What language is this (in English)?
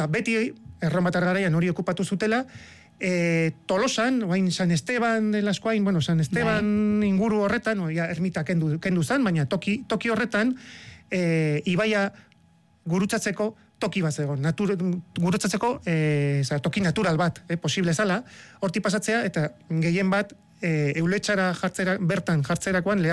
Basque